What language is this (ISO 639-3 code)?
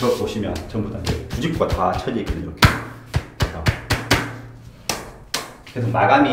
kor